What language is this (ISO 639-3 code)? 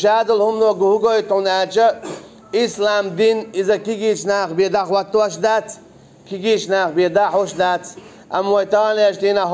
che